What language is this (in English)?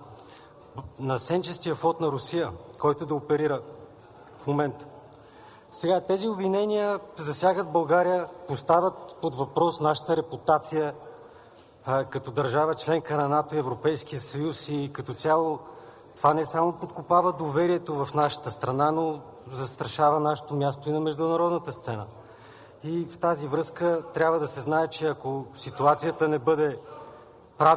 Bulgarian